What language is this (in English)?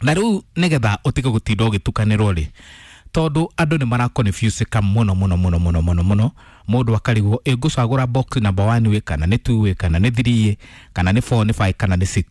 Kikuyu